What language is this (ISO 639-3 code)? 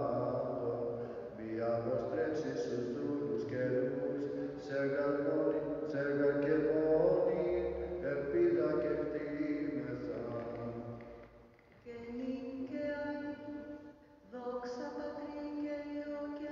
ell